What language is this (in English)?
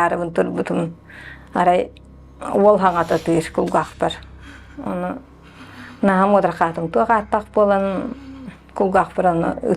Yakut